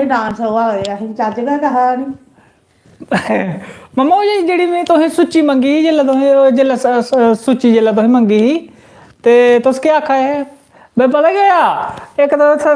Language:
Dogri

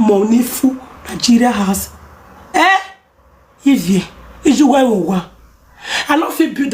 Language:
Nigerian Pidgin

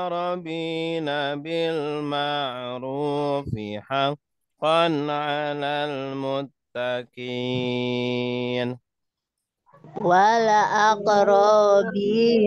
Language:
Indonesian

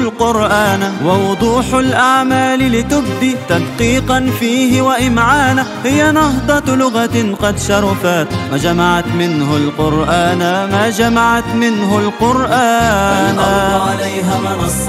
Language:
Arabic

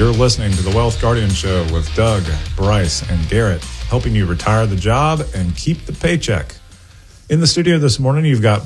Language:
English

